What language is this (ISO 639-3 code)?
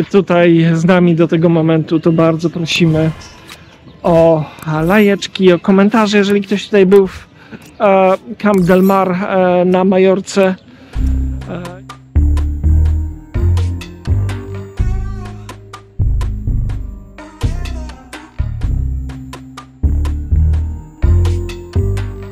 pol